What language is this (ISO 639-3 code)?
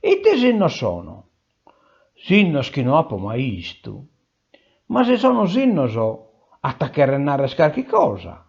srd